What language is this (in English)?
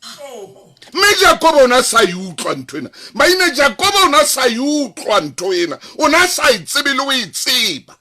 Southern Sotho